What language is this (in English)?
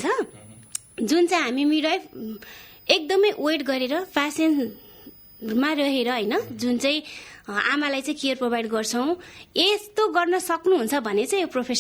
Nepali